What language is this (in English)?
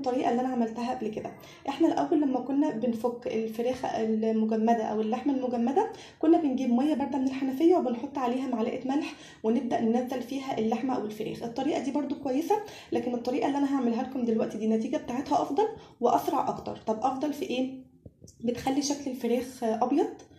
Egyptian Arabic